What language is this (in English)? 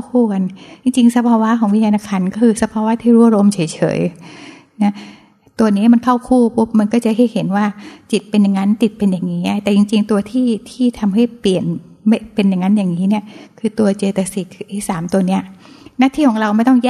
Thai